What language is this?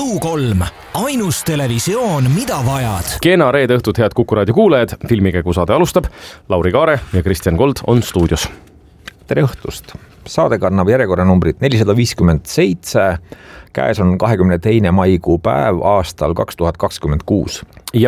Estonian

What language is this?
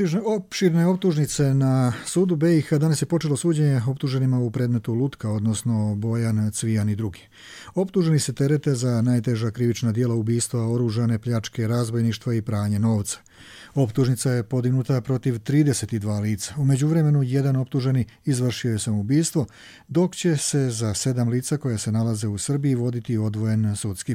Croatian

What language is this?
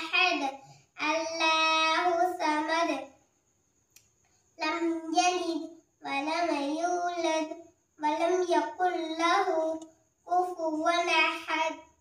Arabic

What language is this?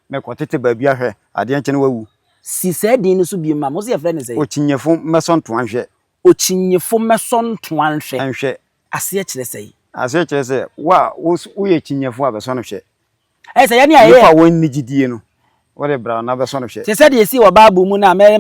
Akan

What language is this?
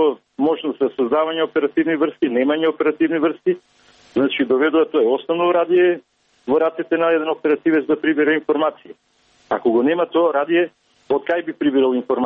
Macedonian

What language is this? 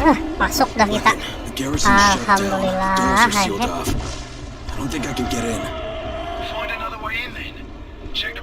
Banjar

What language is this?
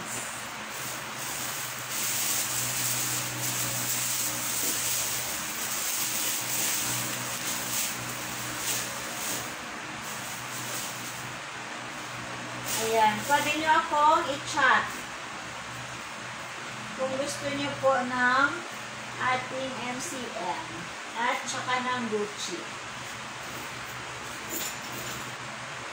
Filipino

